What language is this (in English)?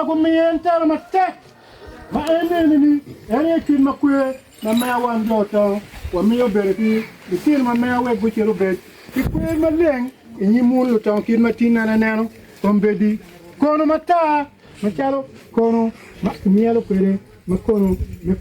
Acoli